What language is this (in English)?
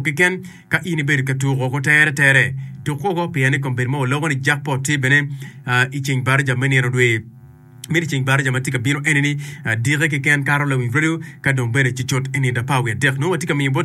Acoli